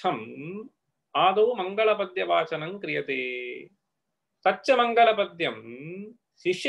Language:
Sanskrit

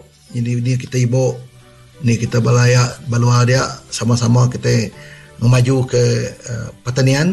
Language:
Iban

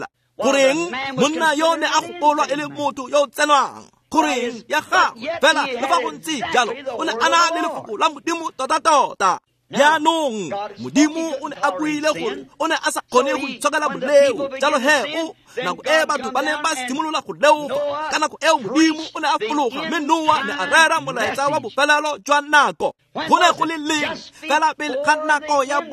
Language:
Tswana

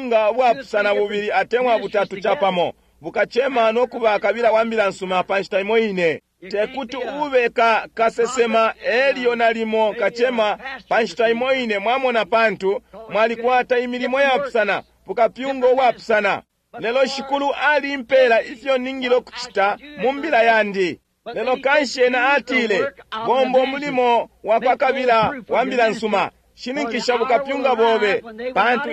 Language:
Bemba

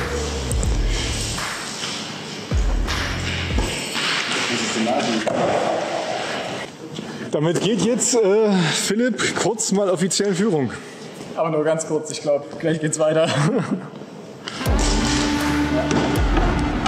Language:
German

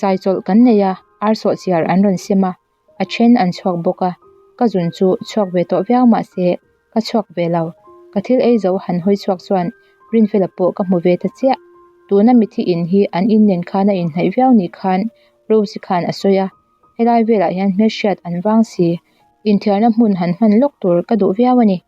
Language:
Mizo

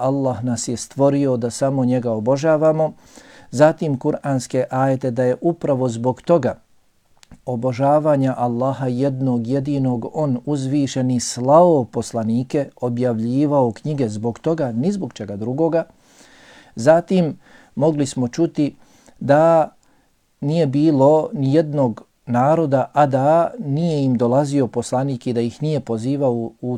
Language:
Bosnian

